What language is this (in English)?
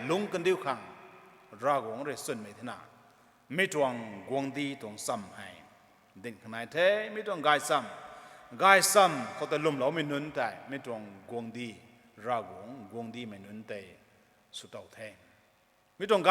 Rongmei Naga